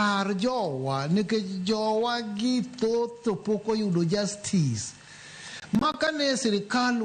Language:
Luo (Kenya and Tanzania)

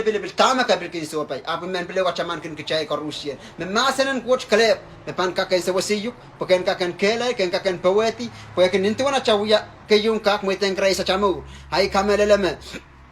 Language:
Pohnpeian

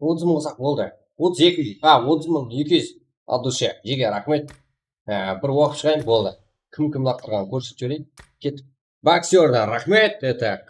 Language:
Kara-Kalpak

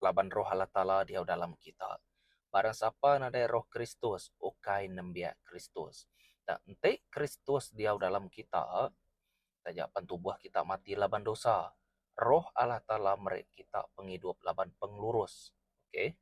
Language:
Iban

